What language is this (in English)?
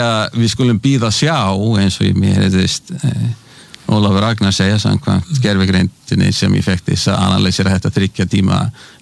Icelandic